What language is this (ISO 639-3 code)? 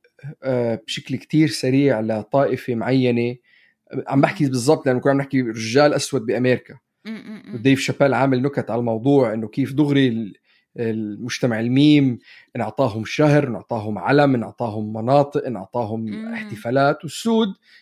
apc